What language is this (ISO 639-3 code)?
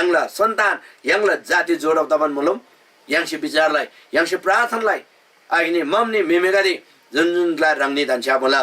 taj